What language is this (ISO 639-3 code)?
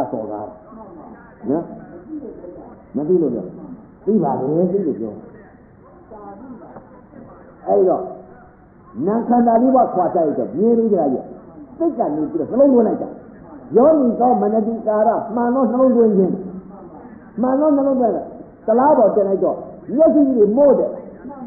mya